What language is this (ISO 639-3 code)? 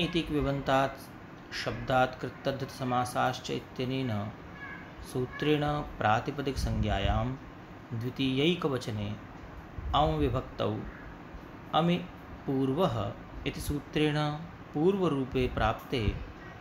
san